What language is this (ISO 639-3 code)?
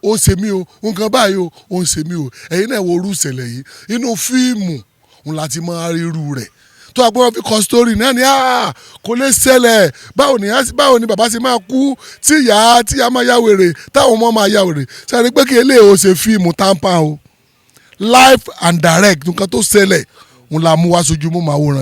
yor